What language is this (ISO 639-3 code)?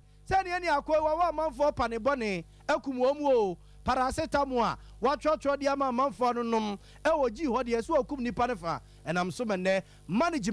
aka